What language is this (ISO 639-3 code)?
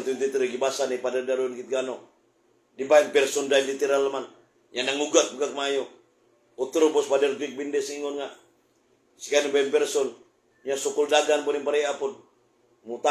ceb